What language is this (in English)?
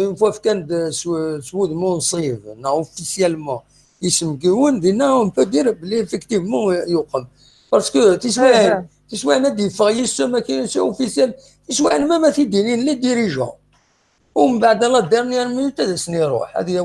Kabyle